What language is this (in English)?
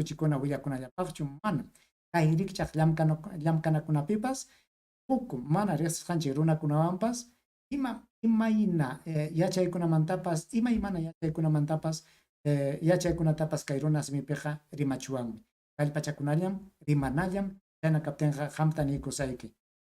Ayacucho Quechua